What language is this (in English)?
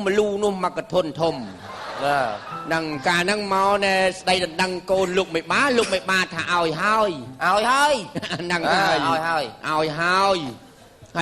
Khmer